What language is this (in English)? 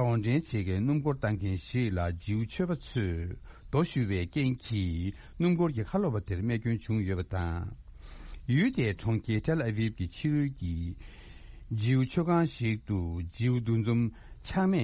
Tibetan